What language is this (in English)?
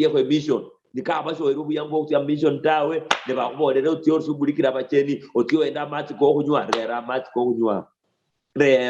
Luyia